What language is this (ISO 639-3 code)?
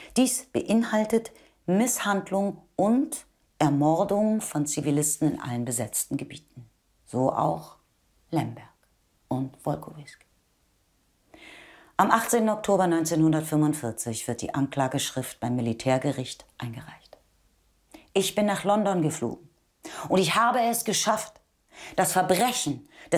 deu